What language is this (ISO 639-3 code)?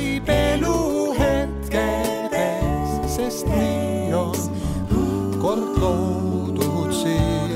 est